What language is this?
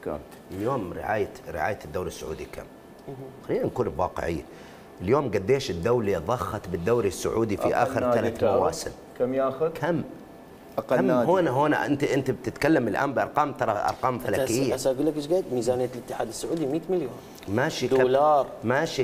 Mesopotamian Arabic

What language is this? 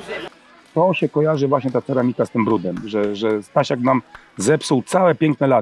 Polish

